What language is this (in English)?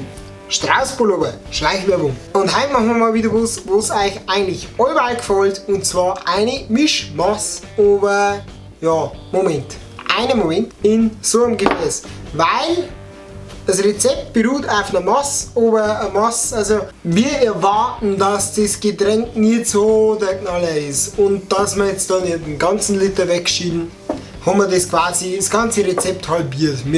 Bavarian